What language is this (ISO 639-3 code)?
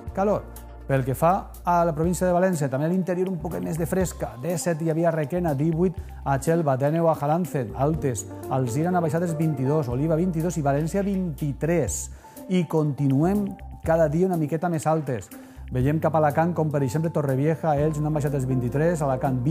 cat